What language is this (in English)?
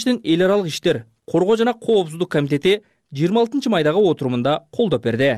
Kyrgyz